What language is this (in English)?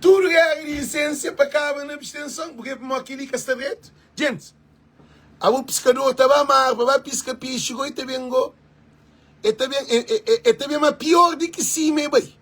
Kabuverdianu